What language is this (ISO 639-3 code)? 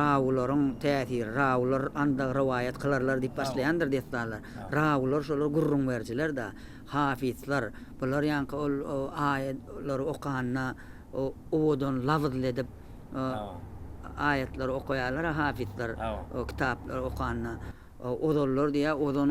tuk